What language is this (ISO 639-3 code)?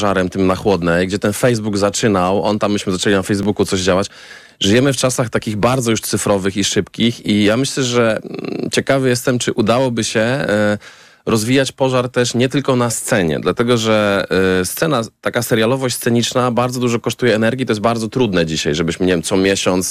pol